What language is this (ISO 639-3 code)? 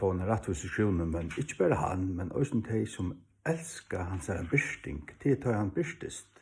fao